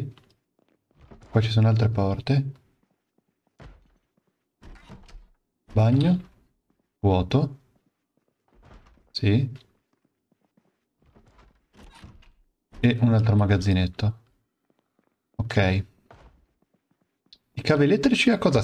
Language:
Italian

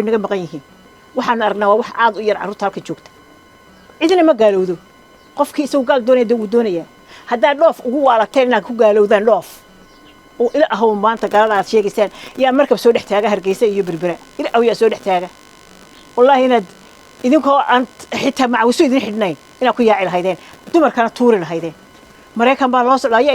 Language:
Somali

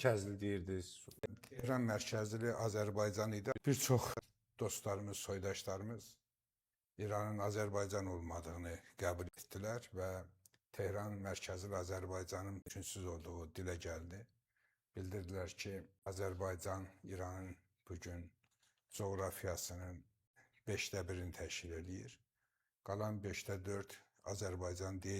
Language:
Azerbaijani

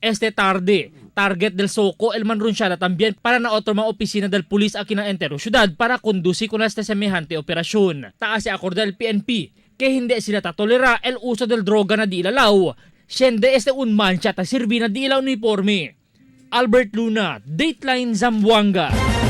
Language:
Chavacano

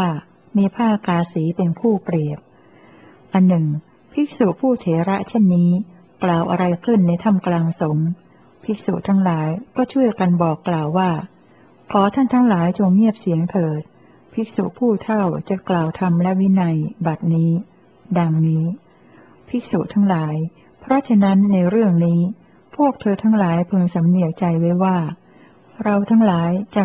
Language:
Thai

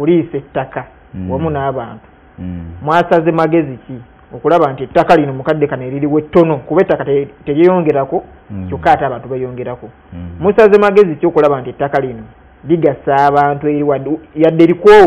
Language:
Ganda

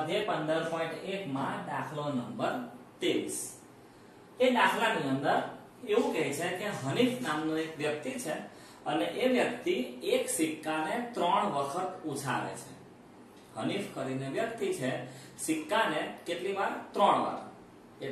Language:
Gujarati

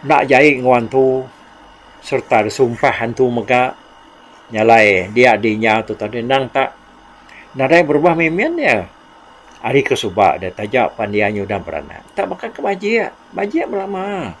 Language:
Iban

